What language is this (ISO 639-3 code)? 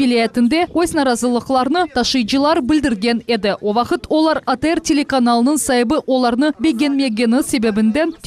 crh